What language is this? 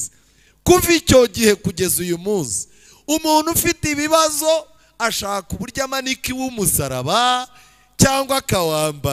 Kinyarwanda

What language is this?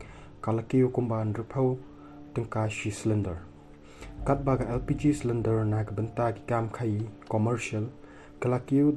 Khasi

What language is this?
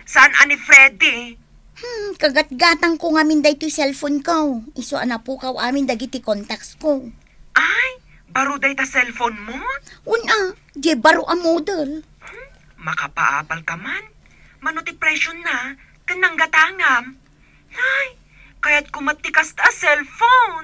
Iloko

